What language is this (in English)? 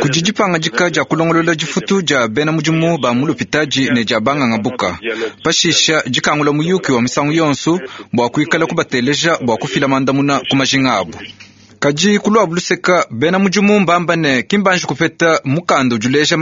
Luba-Lulua